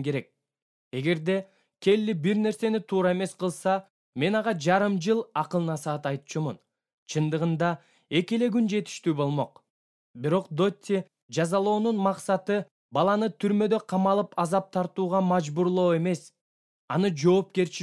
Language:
Kyrgyz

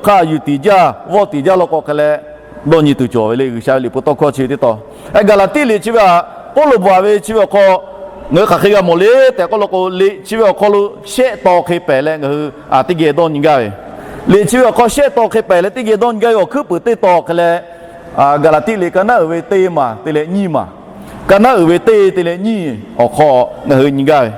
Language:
Lahu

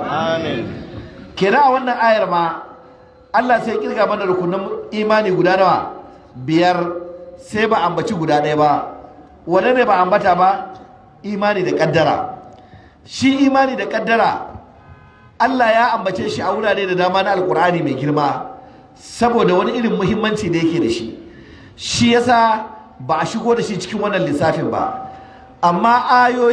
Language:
Hausa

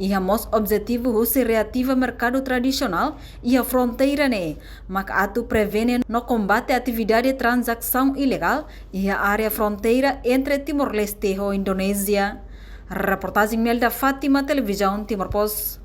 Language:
Tetum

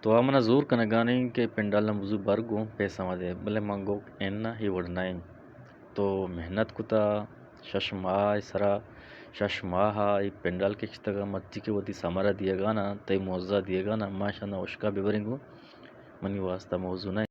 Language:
Eastern Balochi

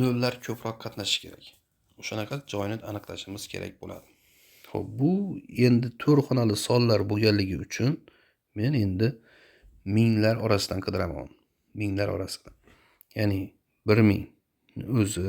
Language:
Uzbek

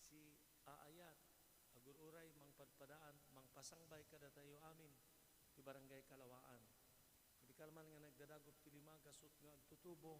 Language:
Iloko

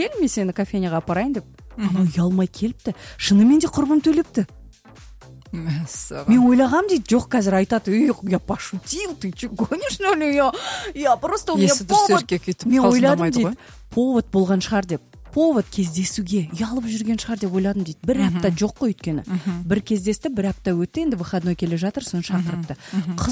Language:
Kazakh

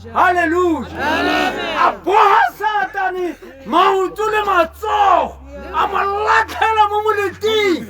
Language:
Tswana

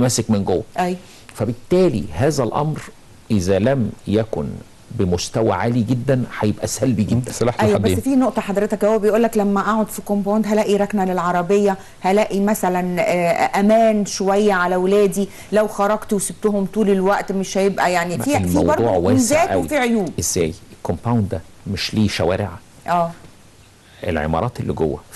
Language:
Egyptian Arabic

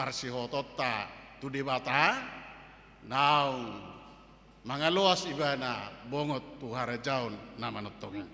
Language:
Batak Toba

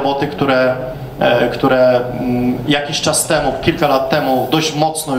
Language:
Polish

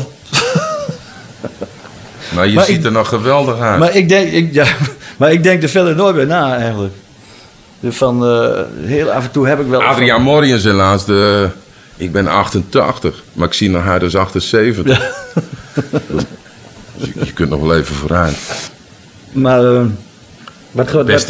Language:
Dutch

